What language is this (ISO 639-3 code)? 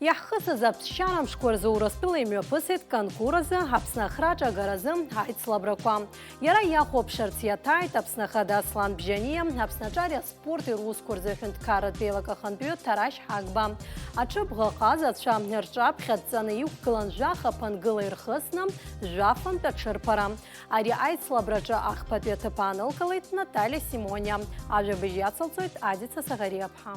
abk